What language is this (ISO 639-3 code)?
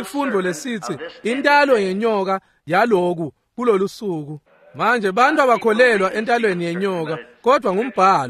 ssw